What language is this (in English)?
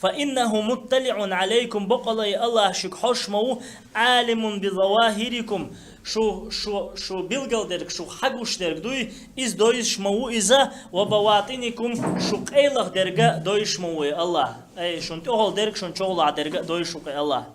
Chechen